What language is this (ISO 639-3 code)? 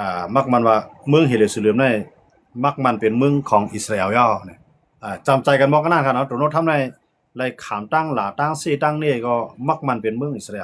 shn